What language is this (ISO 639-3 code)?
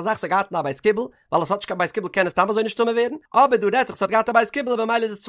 yid